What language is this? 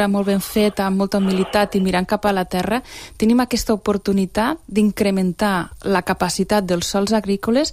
Catalan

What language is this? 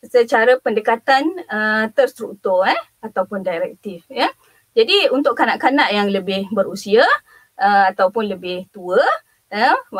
Malay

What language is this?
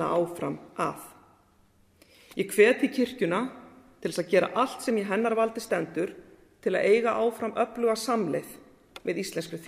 Icelandic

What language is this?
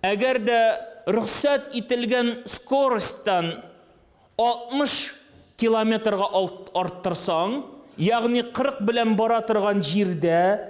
Tatar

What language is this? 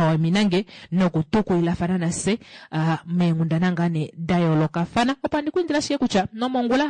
Kuanyama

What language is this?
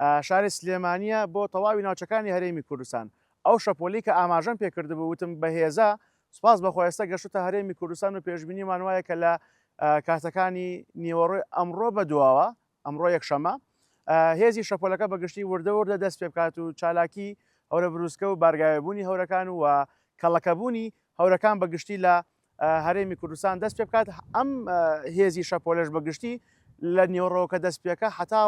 Central Kurdish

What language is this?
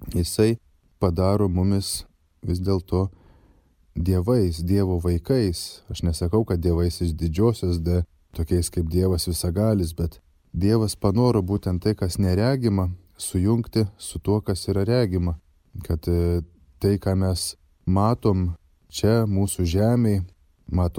Lithuanian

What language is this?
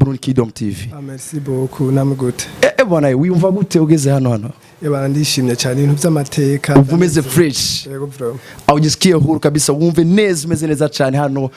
Rundi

